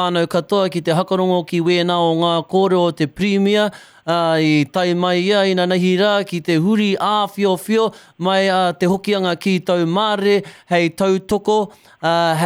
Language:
Māori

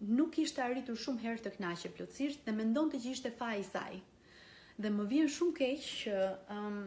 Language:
Albanian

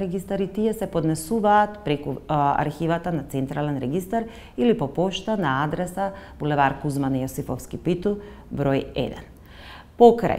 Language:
Macedonian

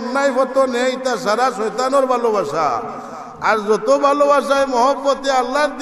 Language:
Sylheti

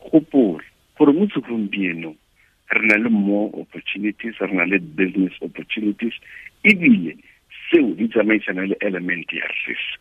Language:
Tswana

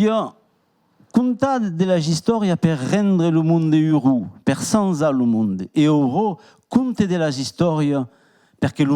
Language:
Occitan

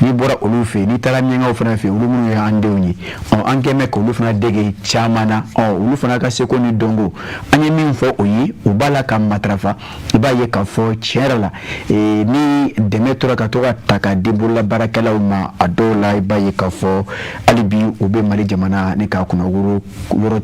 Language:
Bambara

